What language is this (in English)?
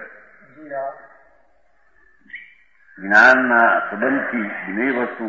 Gujarati